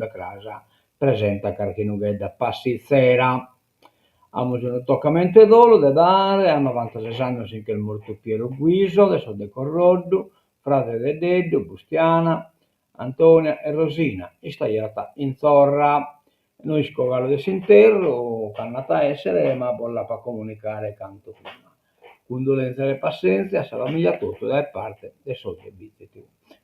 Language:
Sardinian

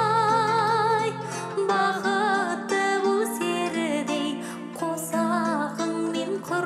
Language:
Kazakh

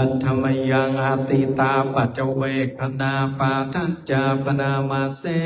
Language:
Pali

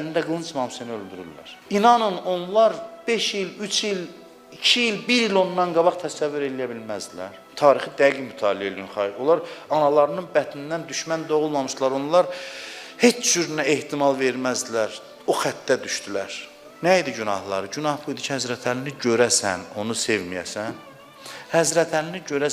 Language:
Azerbaijani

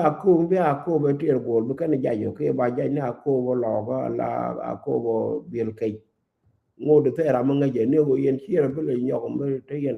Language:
Nuer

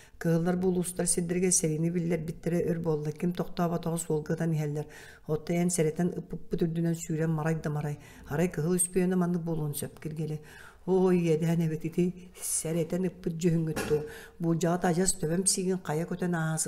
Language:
Yakut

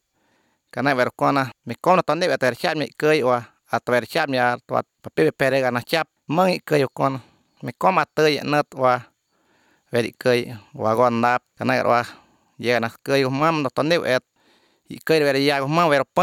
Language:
Somali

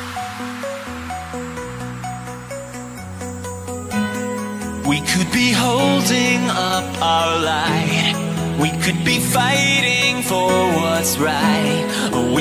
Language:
English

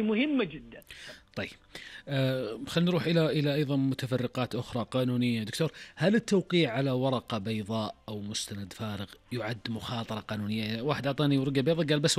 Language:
Najdi Arabic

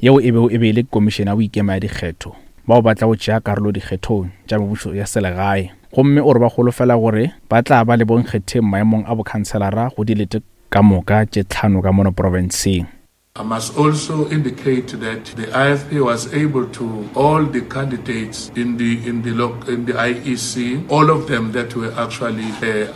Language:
Northern Sotho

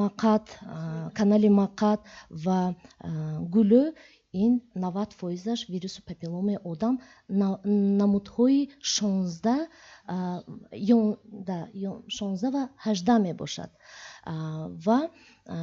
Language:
Tajik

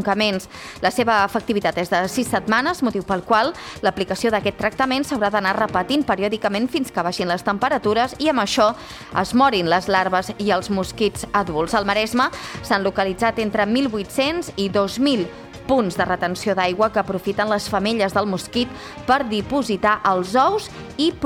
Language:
Catalan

